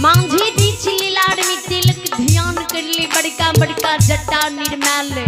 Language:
Maithili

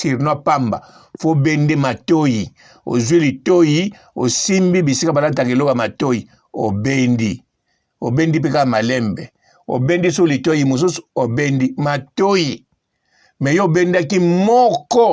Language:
Lingala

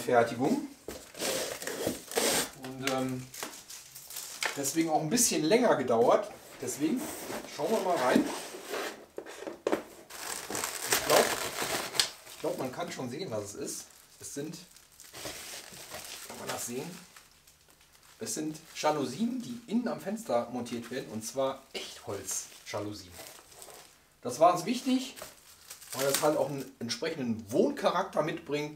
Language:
German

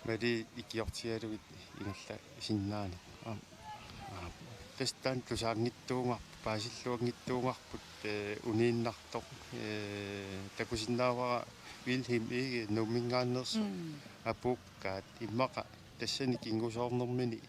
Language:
Kalaallisut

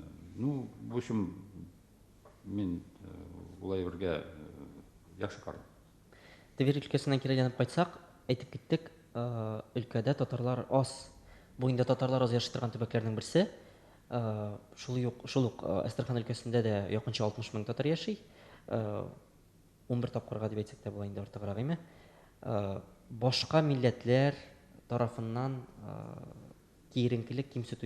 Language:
Tatar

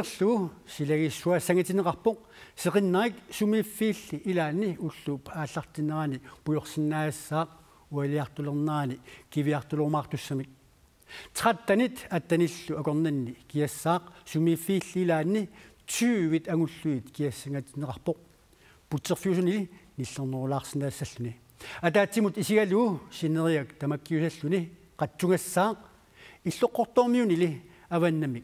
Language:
Kalaallisut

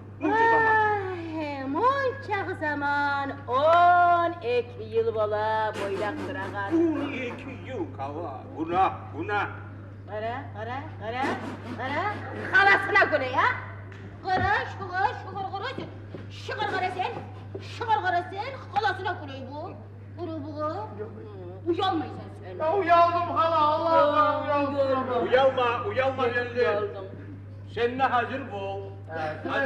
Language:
Kumyk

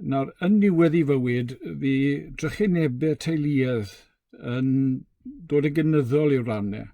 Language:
Welsh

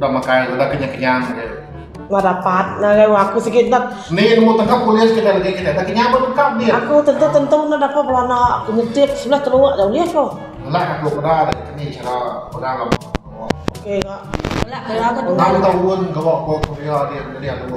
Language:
Iban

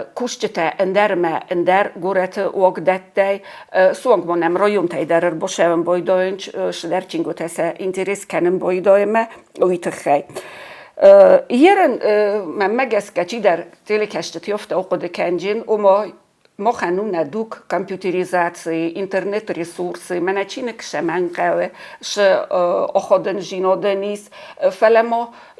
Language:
Ossetic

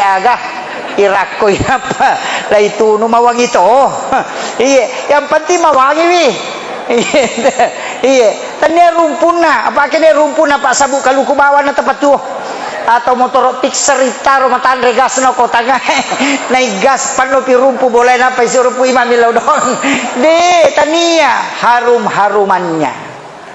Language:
Buginese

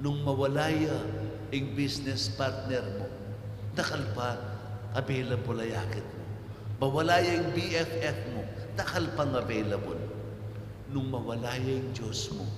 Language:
Pampanga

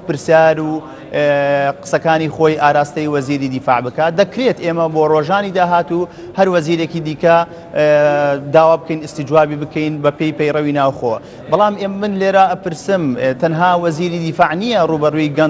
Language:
Central Kurdish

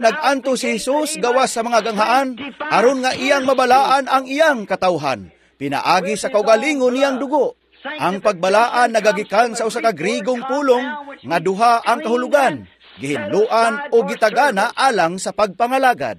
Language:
Cebuano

